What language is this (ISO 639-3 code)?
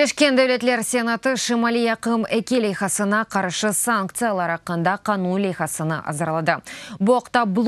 crh